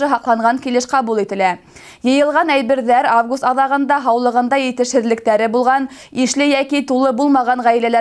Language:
Bashkir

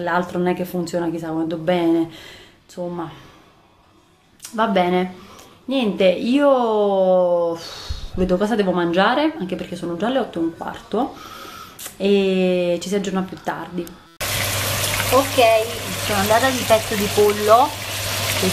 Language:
Italian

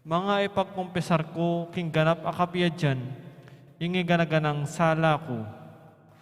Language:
Pampanga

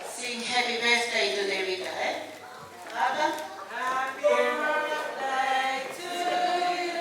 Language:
Tongan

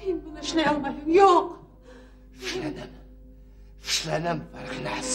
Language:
Bashkir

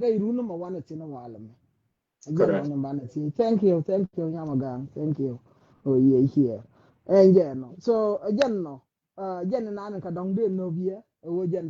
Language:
Nuer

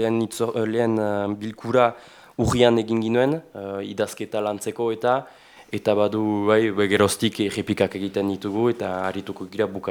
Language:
Basque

